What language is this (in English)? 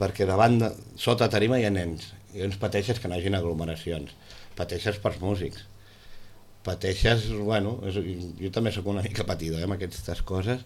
Catalan